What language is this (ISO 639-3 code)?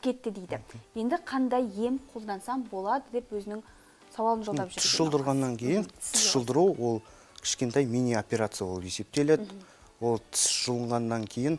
kaz